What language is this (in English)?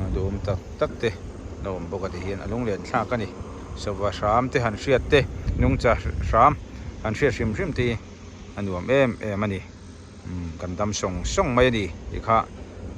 Mizo